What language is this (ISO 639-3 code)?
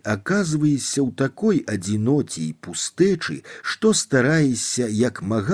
bel